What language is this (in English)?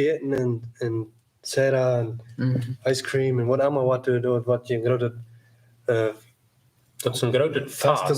Plautdietsch